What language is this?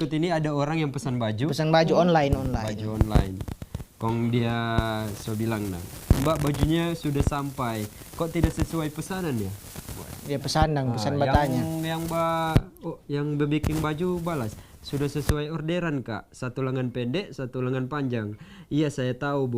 Manado Malay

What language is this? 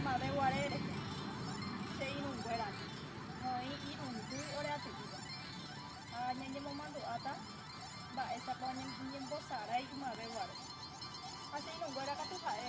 Guarani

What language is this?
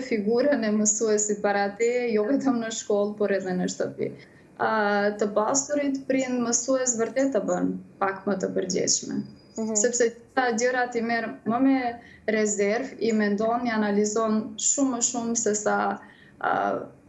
Albanian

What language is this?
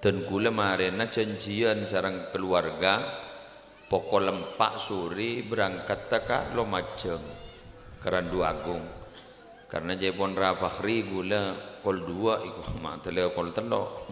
Madurese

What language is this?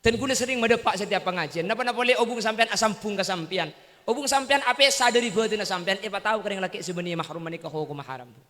Madurese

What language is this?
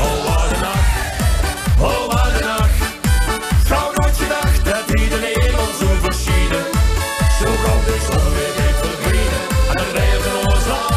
Limburgish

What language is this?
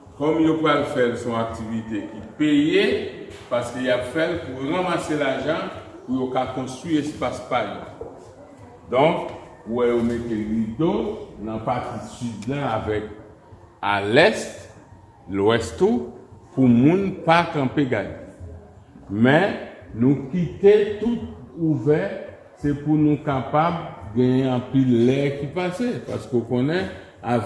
Haitian Creole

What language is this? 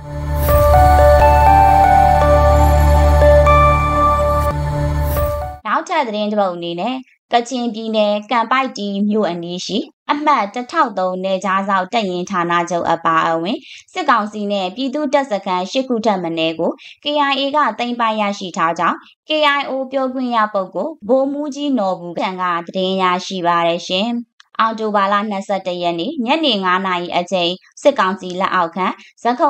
Burmese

